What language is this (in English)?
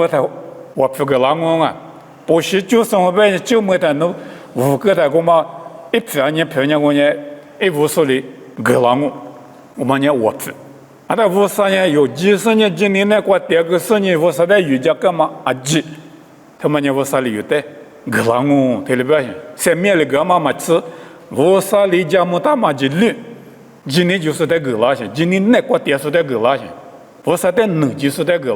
Lisu